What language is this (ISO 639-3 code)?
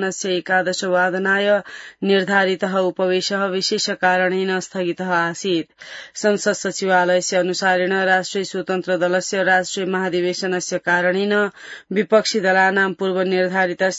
san